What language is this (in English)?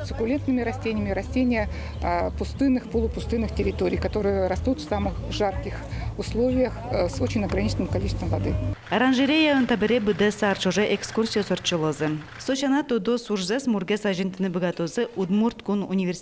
Udmurt